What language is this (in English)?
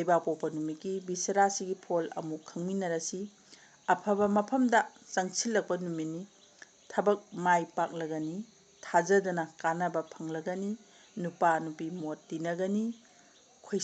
Manipuri